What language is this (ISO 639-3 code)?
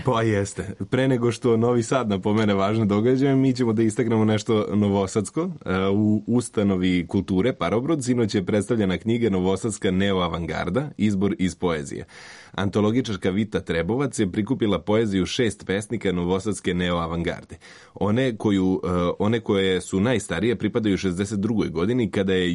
srp